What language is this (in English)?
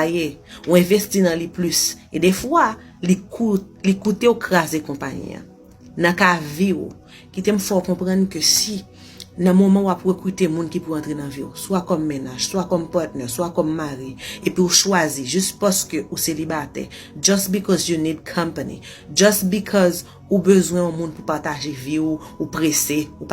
Haitian Creole